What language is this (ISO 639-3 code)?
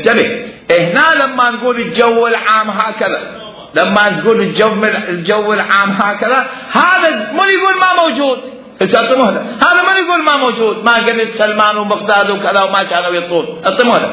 acm